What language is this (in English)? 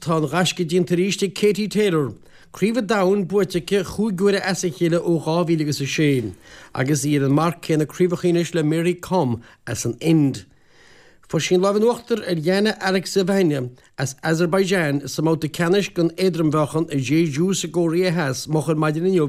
Irish